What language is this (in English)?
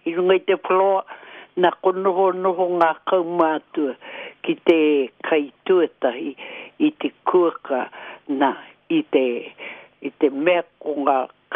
Māori